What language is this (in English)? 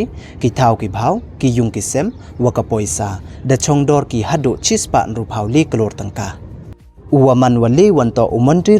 Pnar